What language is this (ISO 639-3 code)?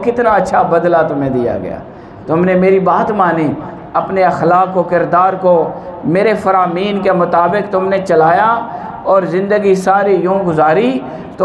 urd